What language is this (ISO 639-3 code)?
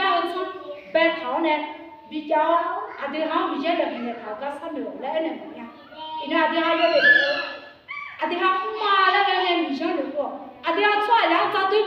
ahk